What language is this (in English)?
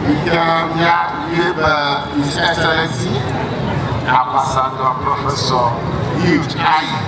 Ewe